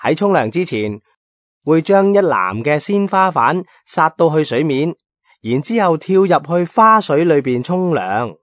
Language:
Cantonese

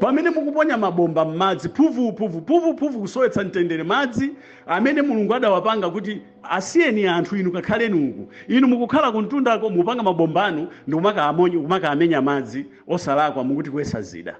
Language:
Nyanja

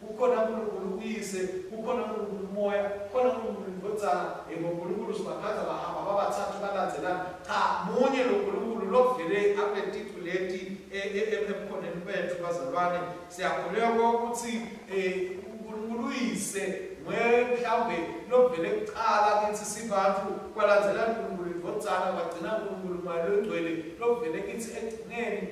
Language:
Swati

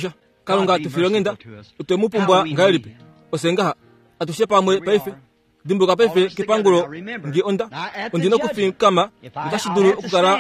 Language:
Kuanyama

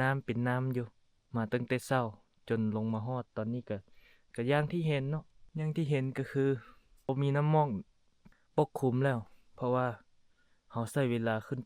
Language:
Lao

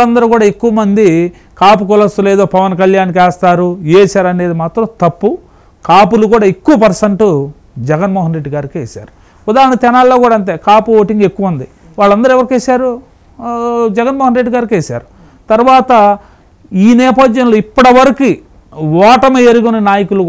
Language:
Telugu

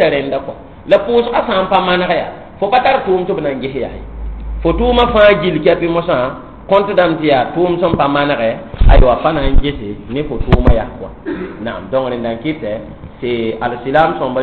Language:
Mossi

